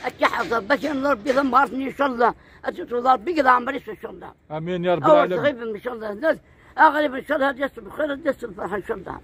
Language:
Kabyle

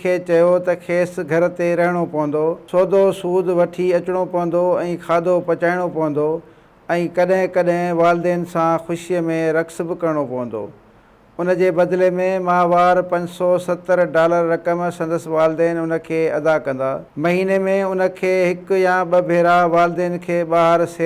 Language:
Sindhi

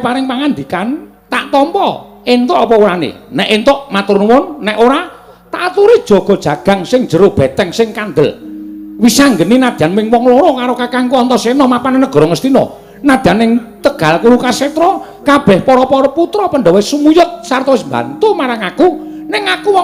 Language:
Javanese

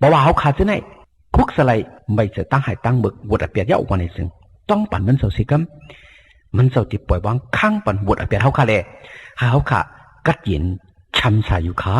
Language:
Shan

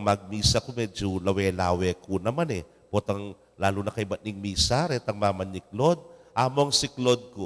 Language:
Pampanga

